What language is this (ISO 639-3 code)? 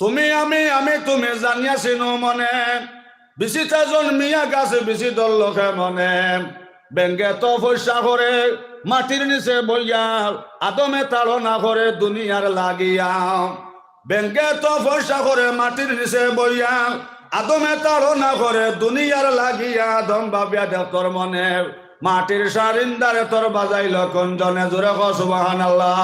syl